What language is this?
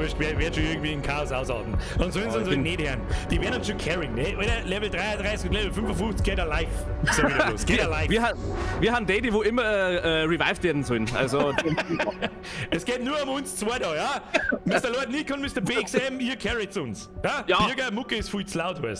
Bavarian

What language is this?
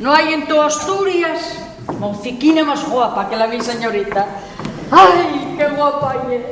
Asturian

